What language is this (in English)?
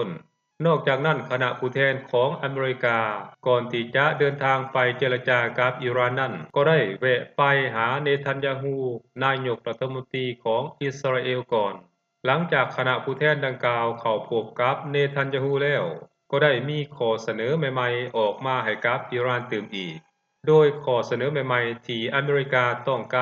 Lao